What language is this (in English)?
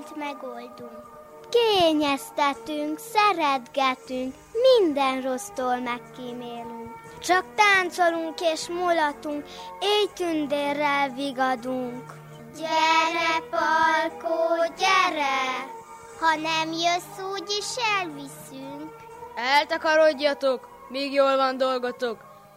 Hungarian